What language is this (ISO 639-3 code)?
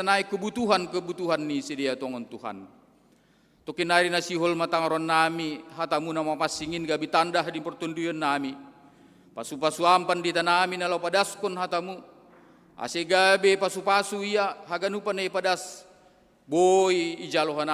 bts